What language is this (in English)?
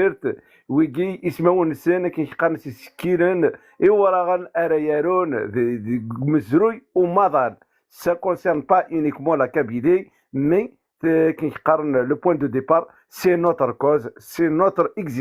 Kabyle